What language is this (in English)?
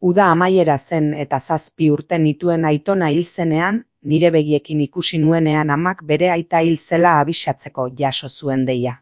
Basque